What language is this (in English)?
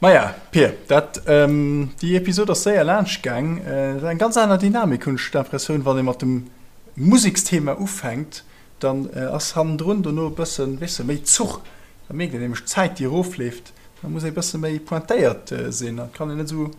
Luxembourgish